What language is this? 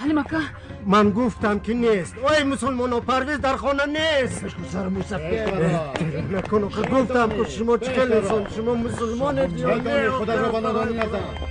Tajik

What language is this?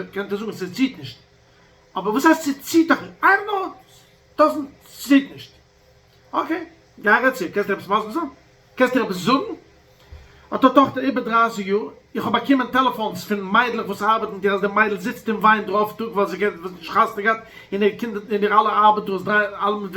Yiddish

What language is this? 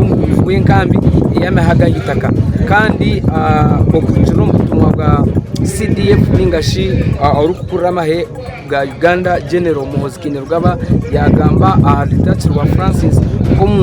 Nyankole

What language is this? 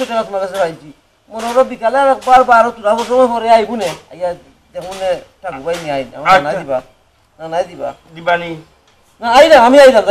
Sylheti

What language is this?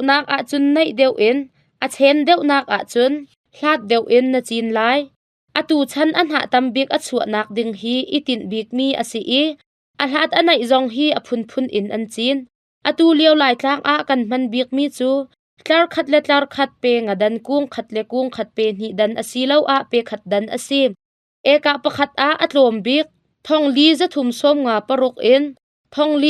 Hakha Chin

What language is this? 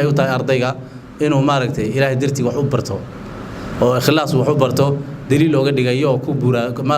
Somali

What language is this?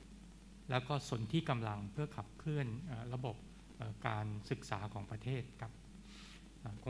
Thai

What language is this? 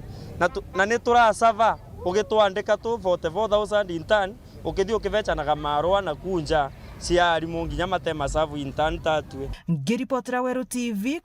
Meru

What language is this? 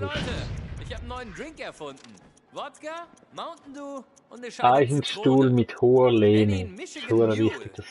Swiss German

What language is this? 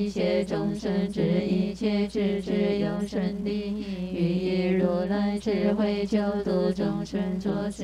Chinese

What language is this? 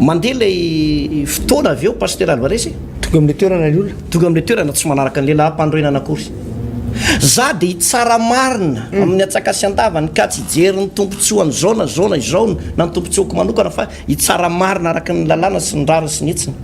Malagasy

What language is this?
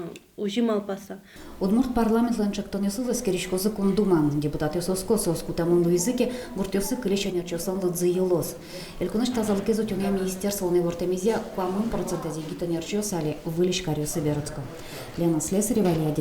Udmurt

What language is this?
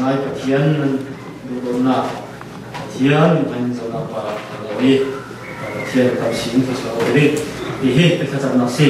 Falam Chin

